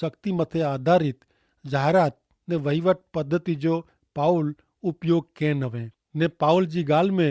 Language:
Kachhi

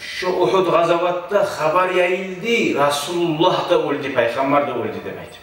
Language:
Kumyk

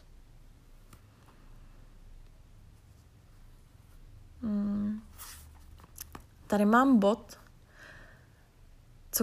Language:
Czech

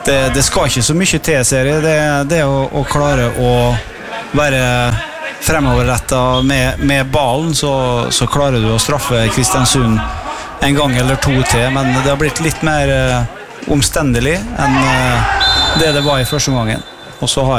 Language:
Norwegian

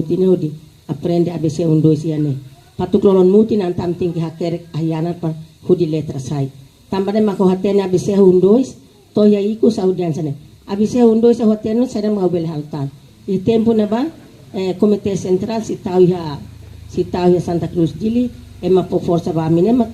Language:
Tetum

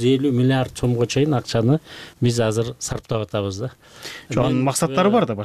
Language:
Kyrgyz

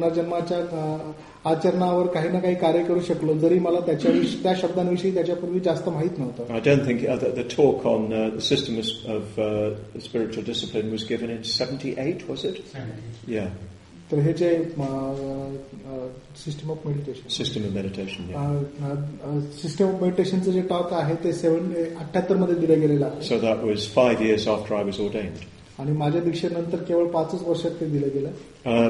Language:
Marathi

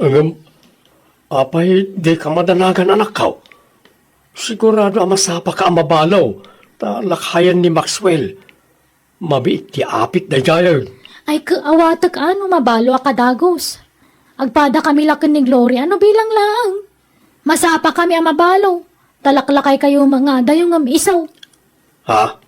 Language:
Iloko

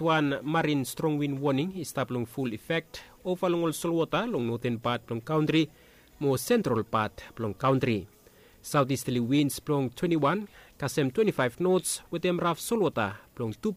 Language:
Bislama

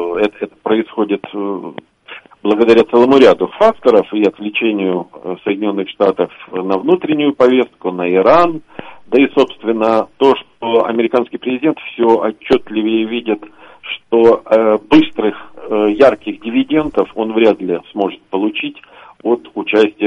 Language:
Russian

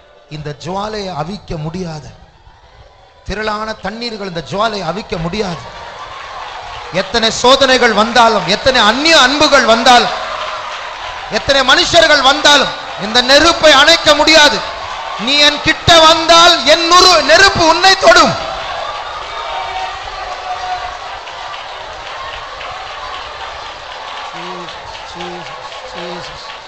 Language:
Tamil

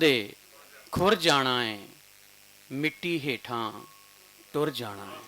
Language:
Western Panjabi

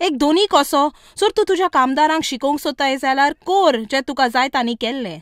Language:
Konkani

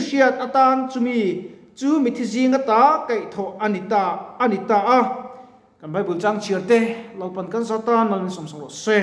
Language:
Mizo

